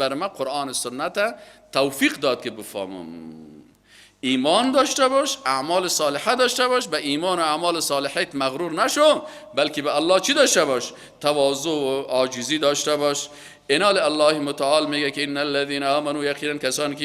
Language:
Persian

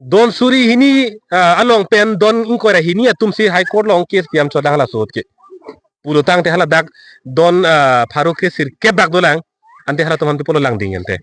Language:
Karbi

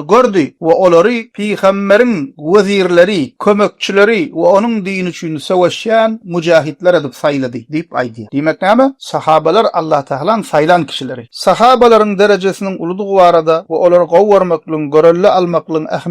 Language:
Turkmen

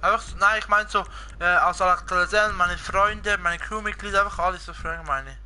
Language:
Swiss German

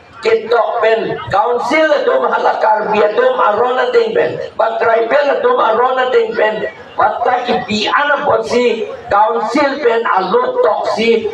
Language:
Karbi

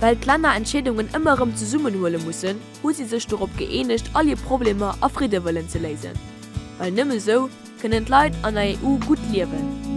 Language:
Luxembourgish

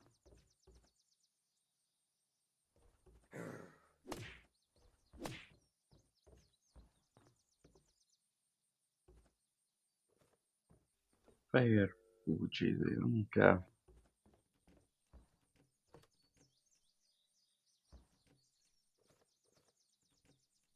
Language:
Hungarian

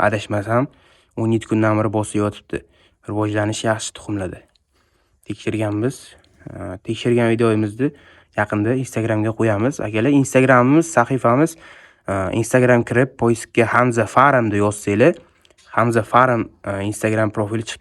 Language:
Uzbek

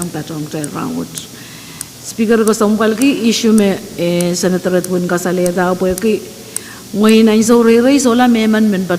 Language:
Pohnpeian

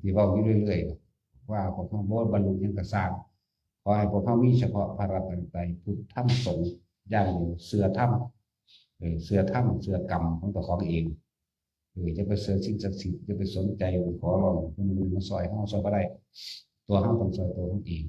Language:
Northeastern Thai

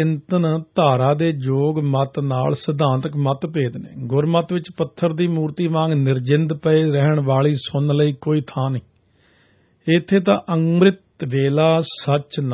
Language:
Punjabi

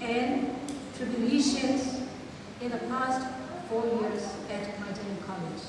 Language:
Kachin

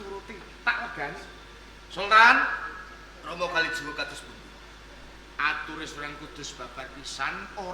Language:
Javanese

